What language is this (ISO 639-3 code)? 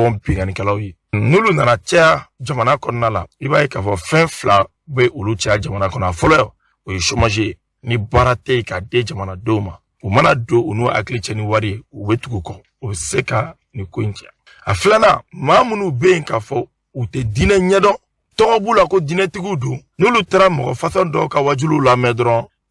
bam